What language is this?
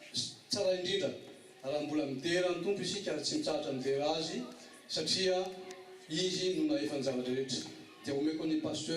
Malagasy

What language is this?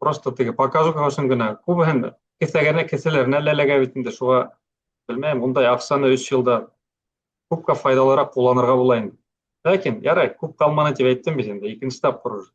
Bashkir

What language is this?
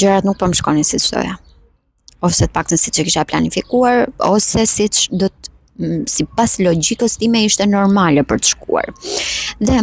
Albanian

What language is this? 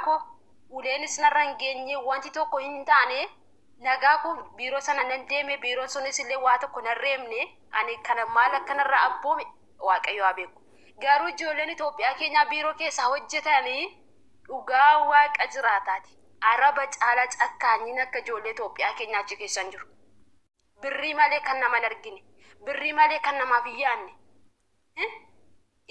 Oromo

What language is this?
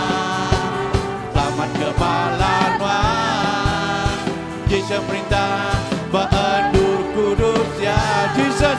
Iban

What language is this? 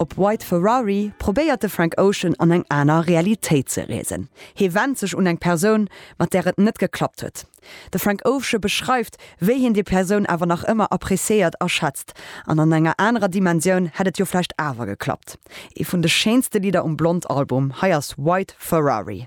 Luxembourgish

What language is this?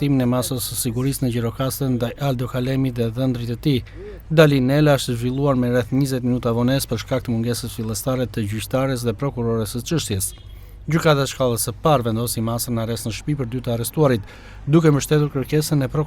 Albanian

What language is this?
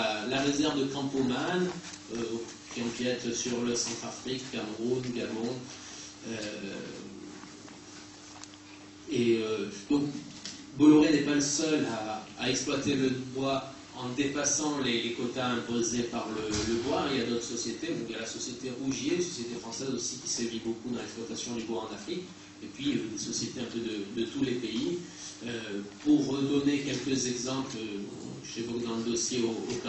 French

